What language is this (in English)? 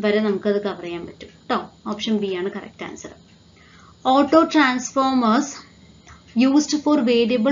Malayalam